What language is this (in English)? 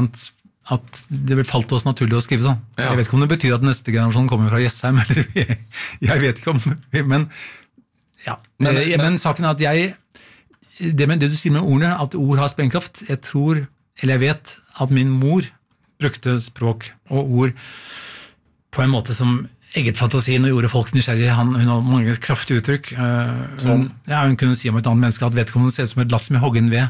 Norwegian